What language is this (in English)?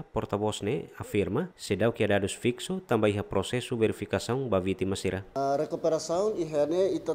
Tetum